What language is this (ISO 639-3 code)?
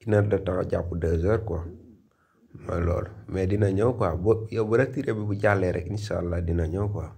wol